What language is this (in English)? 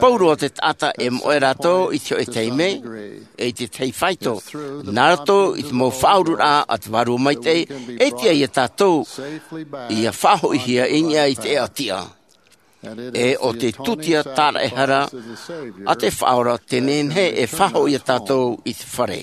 Tahitian